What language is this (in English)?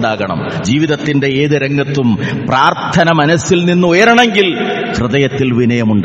Malayalam